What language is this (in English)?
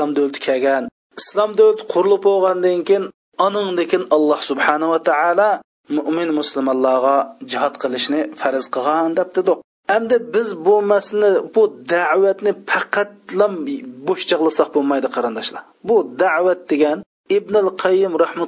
Uyghur